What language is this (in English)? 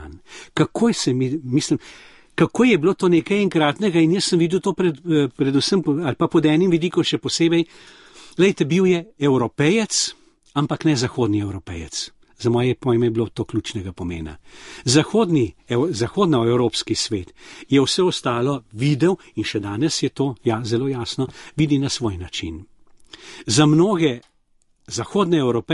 Slovenian